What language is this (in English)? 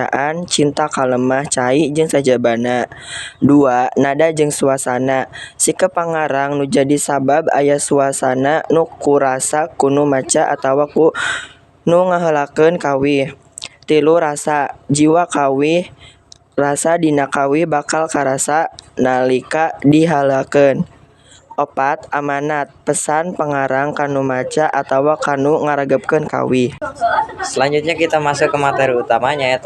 Sundanese